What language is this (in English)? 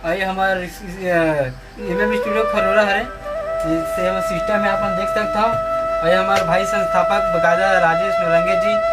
Chhattisgarhi